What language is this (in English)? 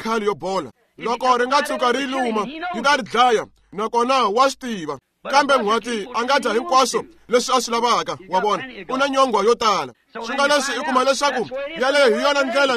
Tsonga